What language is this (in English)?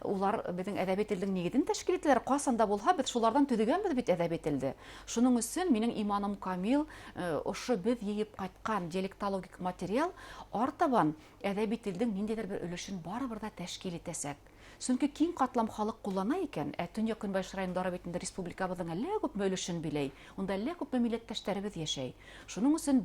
Bashkir